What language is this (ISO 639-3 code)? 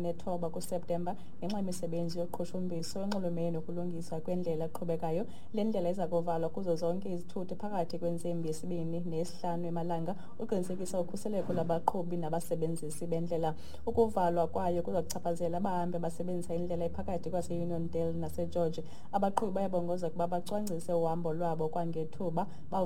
xho